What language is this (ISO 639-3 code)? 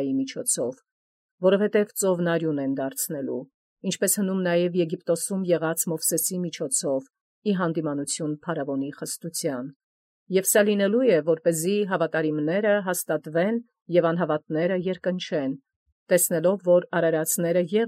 hye